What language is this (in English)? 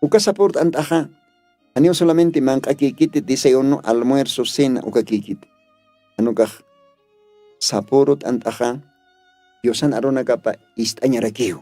Aymara